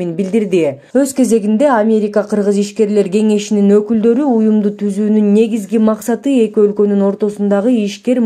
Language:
Kyrgyz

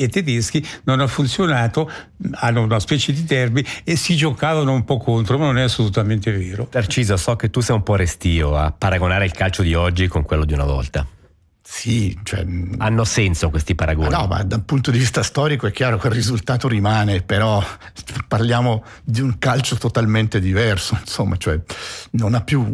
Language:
Italian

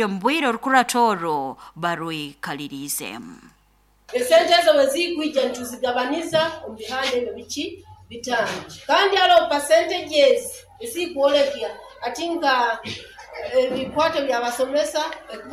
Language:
Nyoro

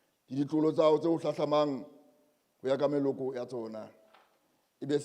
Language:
Southern Sotho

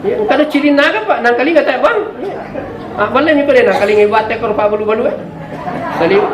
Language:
Buginese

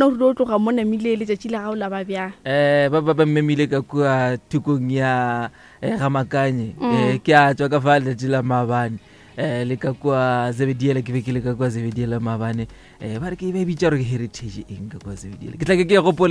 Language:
Northern Sotho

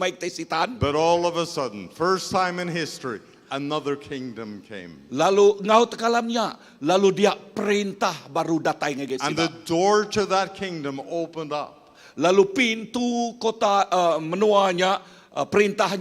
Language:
Iban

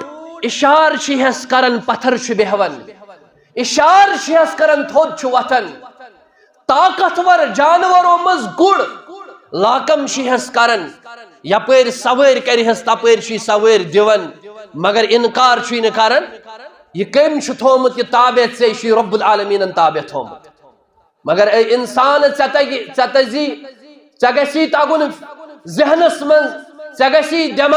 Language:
Kashmiri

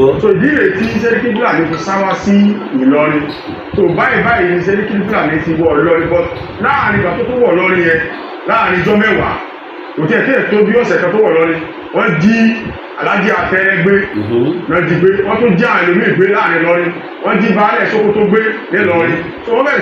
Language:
Yoruba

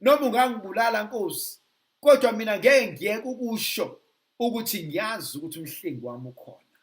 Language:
Zulu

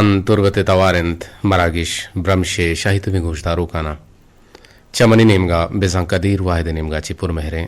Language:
Eastern Balochi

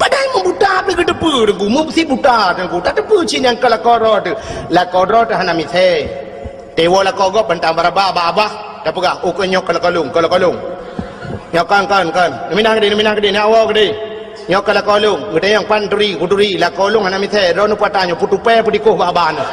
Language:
Achinese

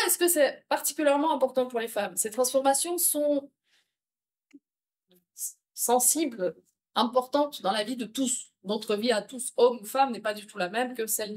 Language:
French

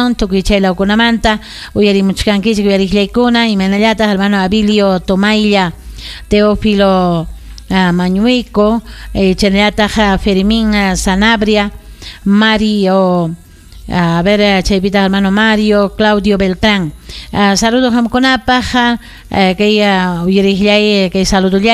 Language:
Ayacucho Quechua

